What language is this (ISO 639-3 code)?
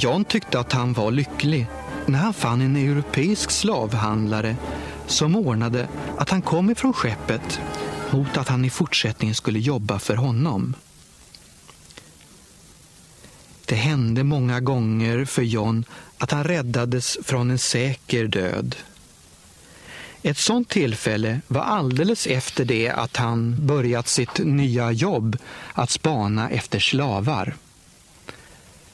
swe